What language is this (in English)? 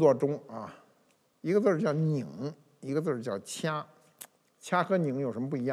Chinese